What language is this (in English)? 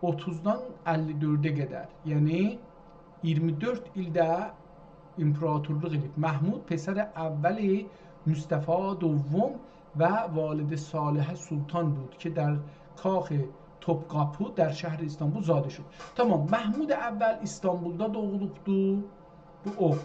South Azerbaijani